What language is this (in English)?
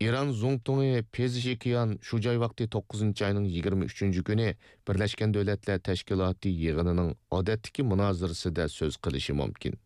Uyghur